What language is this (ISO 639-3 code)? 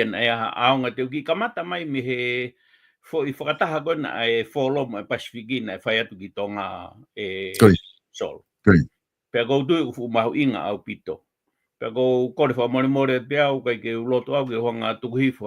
ton